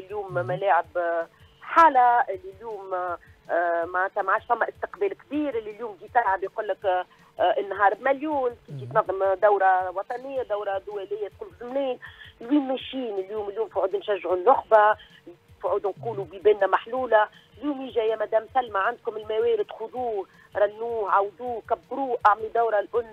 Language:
Tunisian Arabic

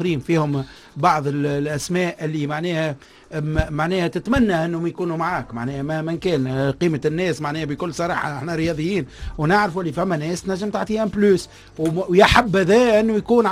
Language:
Tunisian Arabic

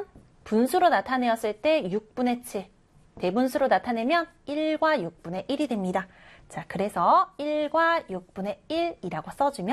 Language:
Korean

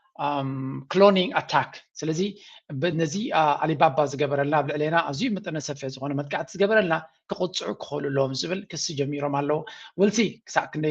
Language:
Tigrinya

